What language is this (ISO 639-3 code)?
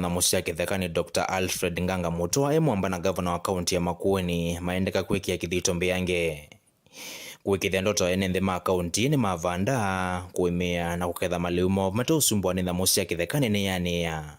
kam